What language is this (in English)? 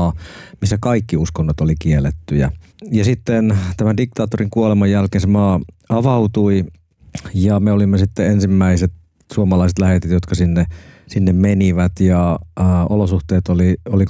Finnish